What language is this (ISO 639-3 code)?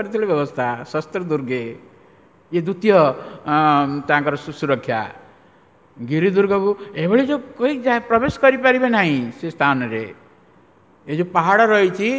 ori